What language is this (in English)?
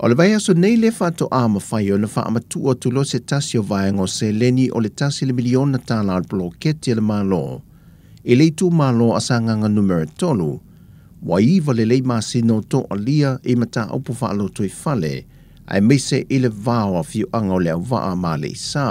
Samoan